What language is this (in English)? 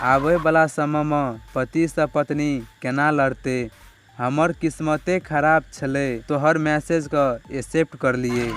Maithili